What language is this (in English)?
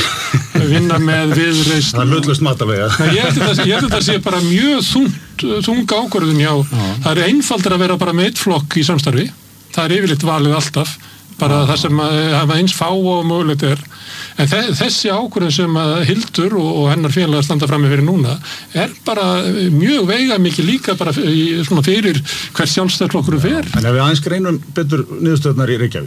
Icelandic